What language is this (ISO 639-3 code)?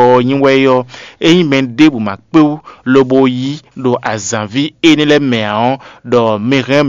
fon